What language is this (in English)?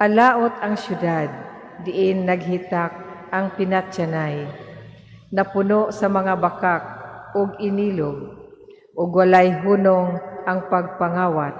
Cebuano